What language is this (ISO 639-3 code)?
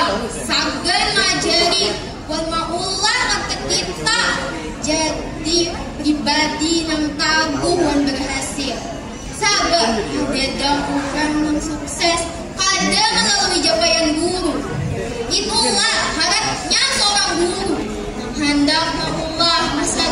bjn